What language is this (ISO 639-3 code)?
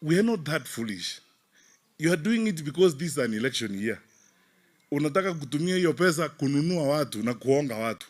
luo